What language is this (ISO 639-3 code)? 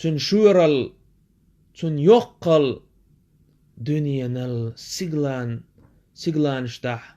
che